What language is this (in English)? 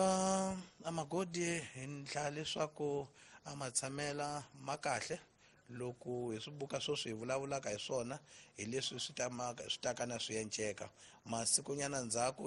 Tsonga